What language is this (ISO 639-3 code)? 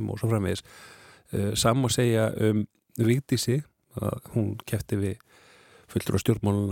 isl